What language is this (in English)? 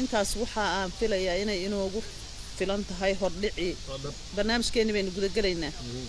Somali